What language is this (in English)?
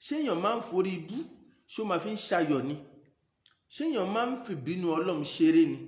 Yoruba